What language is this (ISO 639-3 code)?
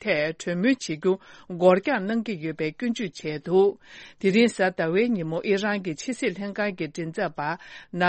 bod